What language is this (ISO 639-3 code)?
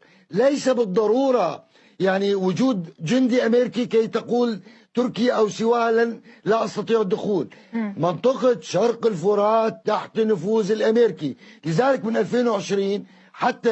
apc